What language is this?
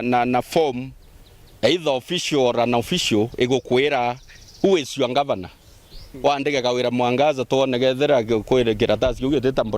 Meru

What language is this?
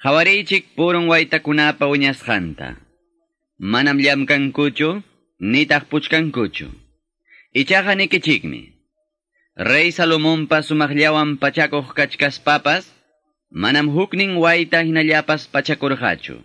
Quechua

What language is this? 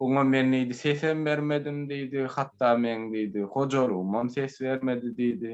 Turkmen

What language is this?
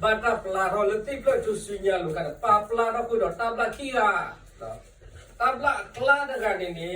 S'gaw Karen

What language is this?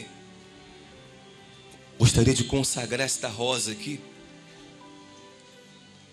Portuguese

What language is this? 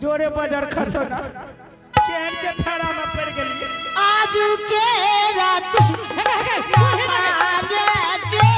Angika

